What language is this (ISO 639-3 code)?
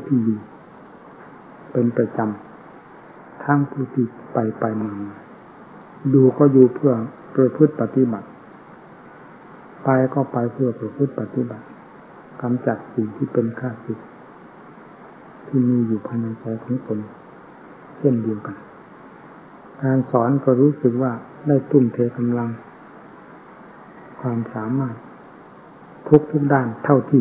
tha